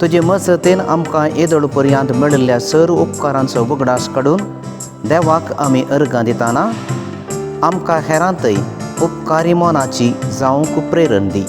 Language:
Konkani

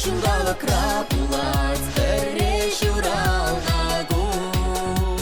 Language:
Chuvash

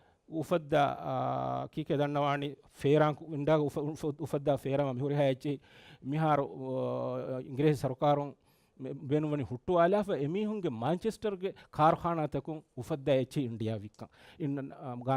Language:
Divehi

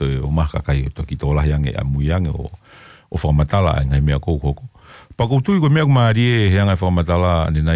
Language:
Tongan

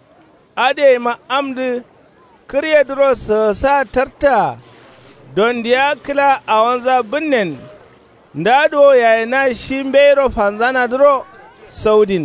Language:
Kanuri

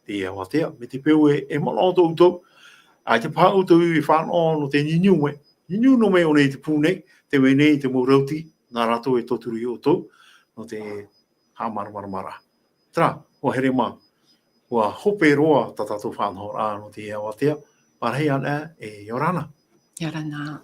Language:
Tahitian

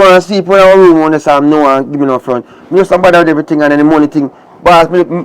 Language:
Jamaican Creole English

